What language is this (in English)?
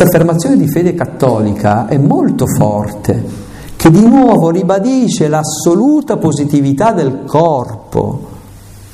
Italian